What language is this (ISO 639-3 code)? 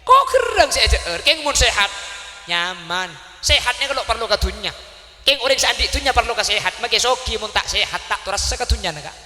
mad